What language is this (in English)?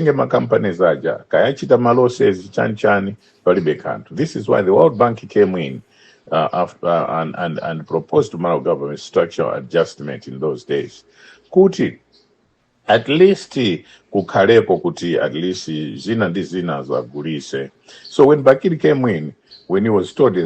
Nyanja